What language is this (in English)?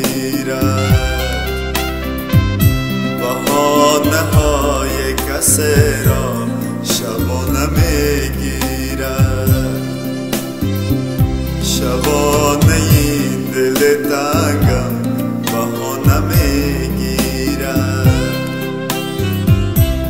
Persian